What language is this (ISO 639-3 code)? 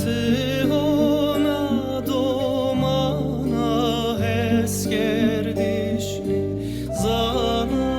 zza